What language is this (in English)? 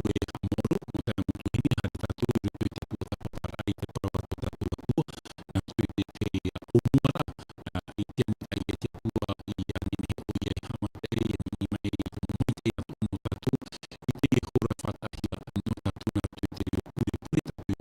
Tahitian